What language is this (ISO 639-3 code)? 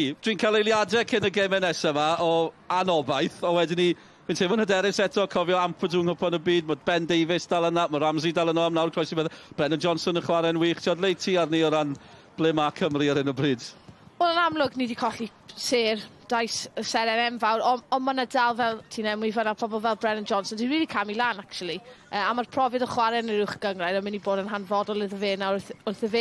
cym